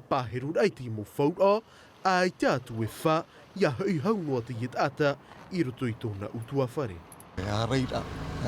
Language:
Tahitian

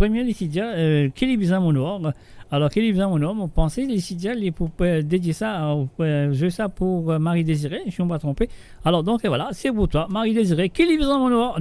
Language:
Morisyen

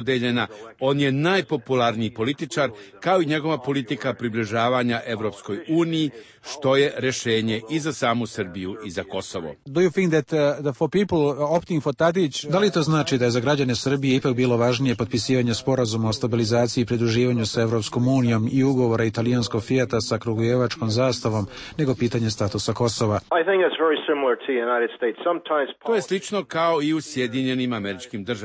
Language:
Serbian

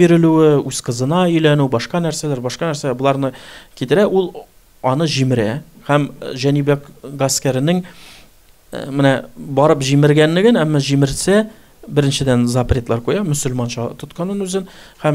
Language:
Tatar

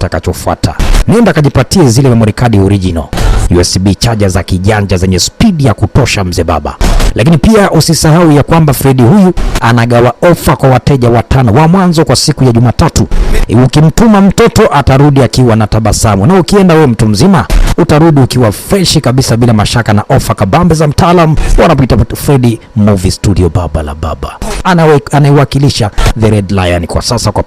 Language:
Swahili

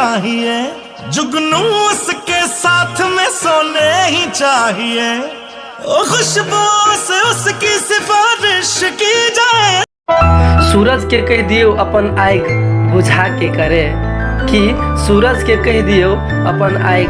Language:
Maithili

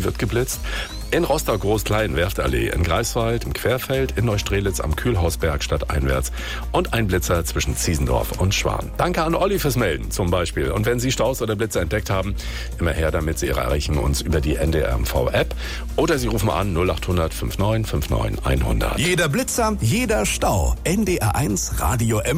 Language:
German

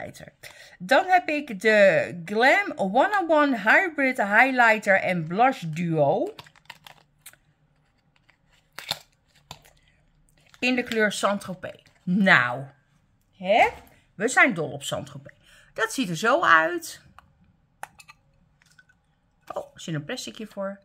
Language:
Dutch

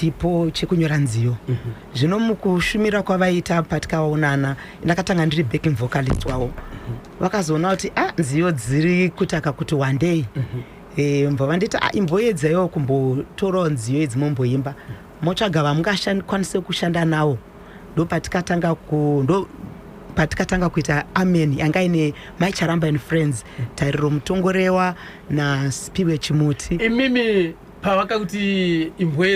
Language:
Shona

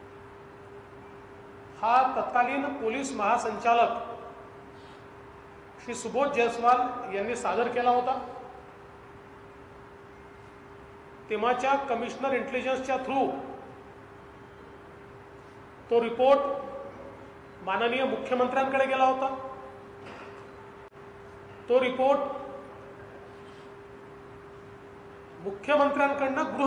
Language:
Marathi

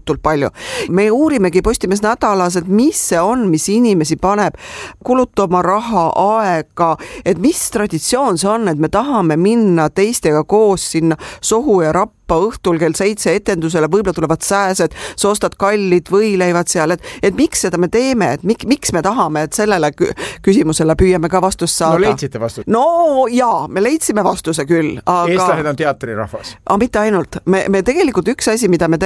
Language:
Estonian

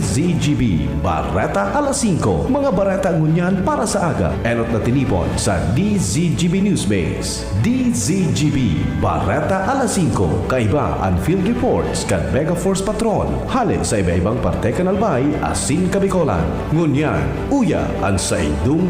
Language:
Bikol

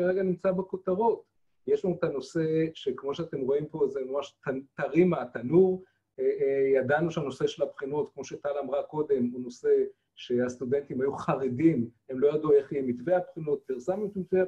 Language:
Hebrew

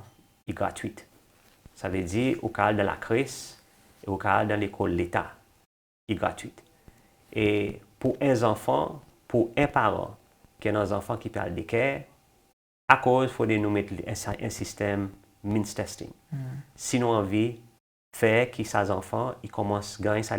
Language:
Seselwa Creole French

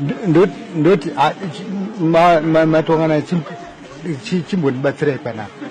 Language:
Shona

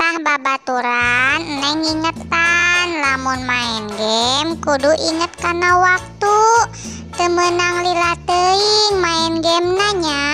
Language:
Sundanese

